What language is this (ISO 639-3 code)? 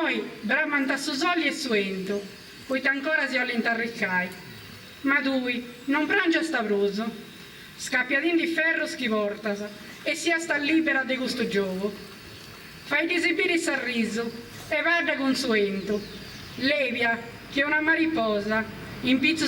srd